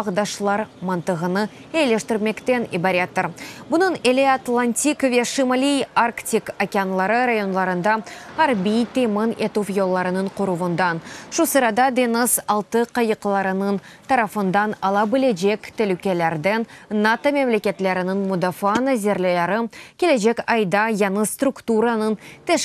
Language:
Crimean Tatar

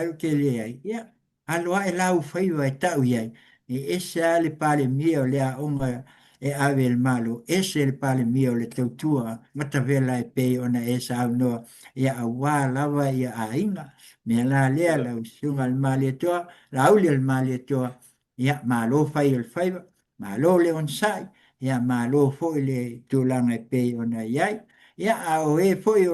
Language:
Samoan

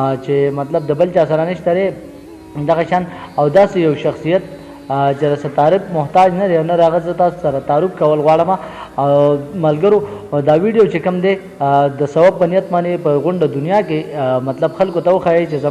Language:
Pashto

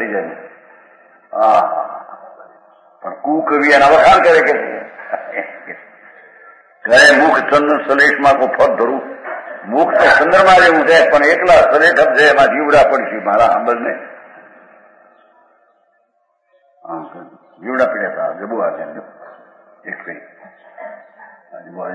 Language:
Gujarati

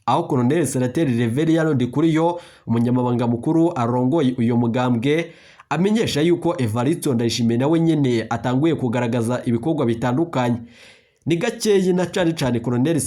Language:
Rundi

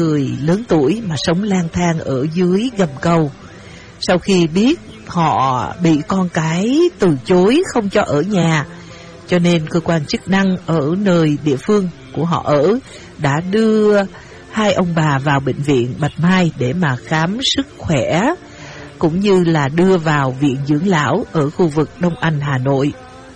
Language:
Vietnamese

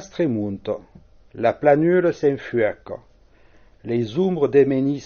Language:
Occitan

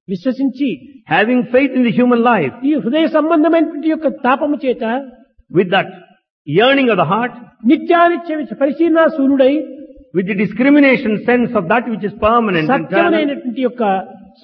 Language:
Telugu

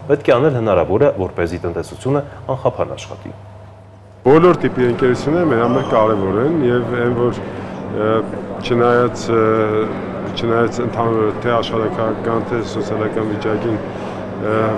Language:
Armenian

